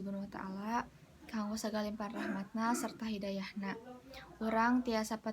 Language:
Sundanese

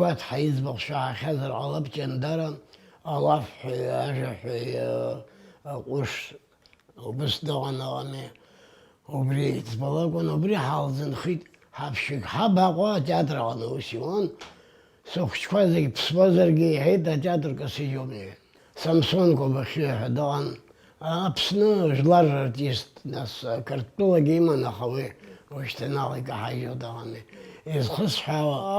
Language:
Abkhazian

